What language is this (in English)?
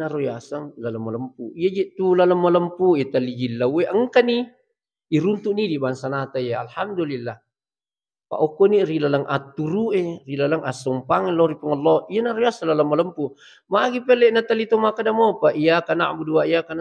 Buginese